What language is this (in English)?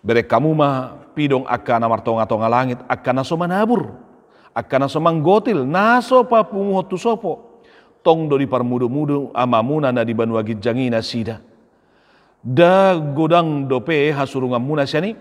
Batak Toba